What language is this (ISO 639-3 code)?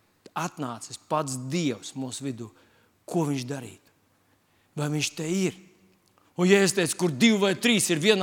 lav